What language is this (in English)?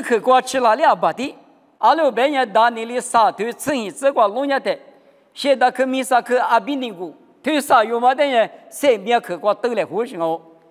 Lisu